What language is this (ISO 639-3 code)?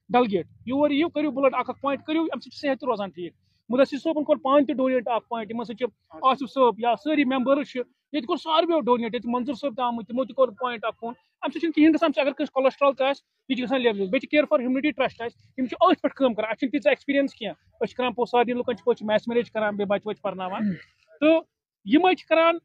kas